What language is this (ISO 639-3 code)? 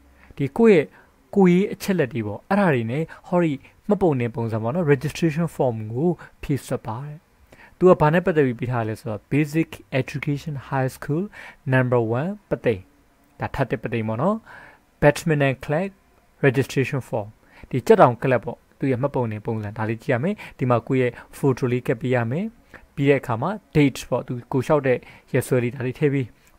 mya